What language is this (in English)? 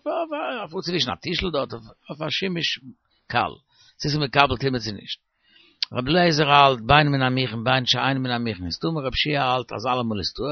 Yiddish